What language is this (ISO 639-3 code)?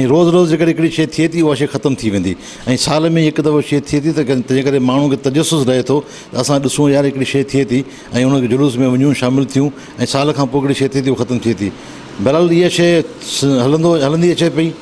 snd